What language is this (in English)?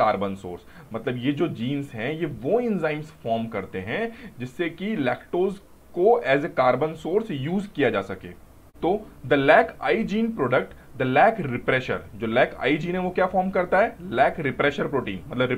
Hindi